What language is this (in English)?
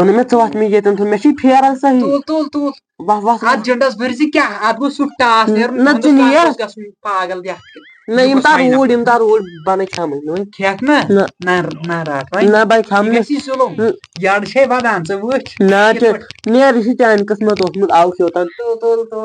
Kashmiri